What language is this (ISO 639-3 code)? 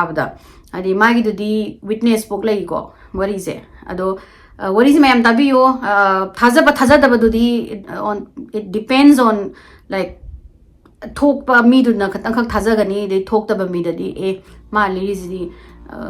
mni